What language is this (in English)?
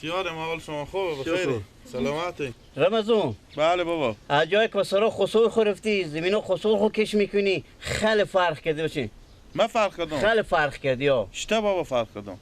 Persian